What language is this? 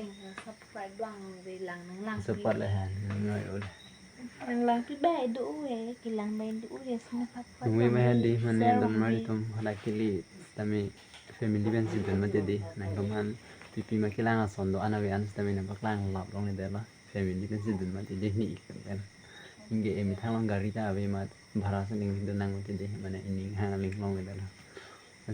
Karbi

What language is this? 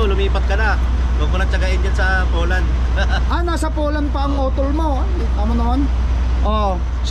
Filipino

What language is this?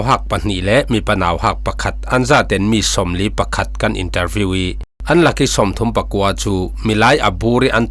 Falam Chin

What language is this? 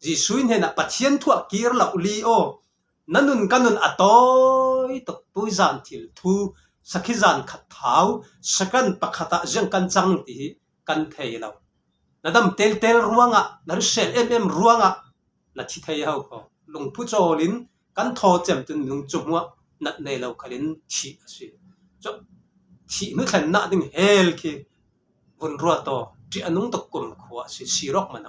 Falam Chin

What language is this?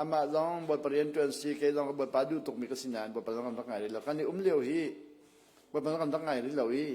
Hakha Chin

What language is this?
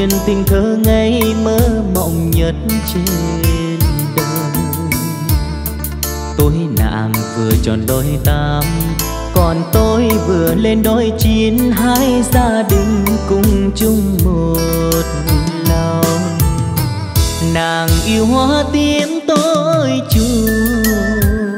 Vietnamese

